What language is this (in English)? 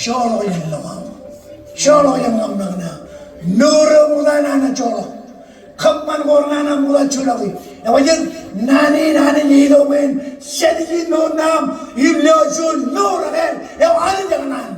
Marshallese